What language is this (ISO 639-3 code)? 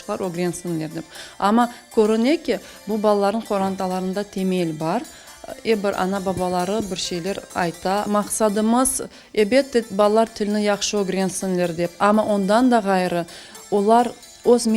crh